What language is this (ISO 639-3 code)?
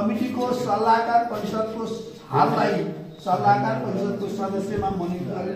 nep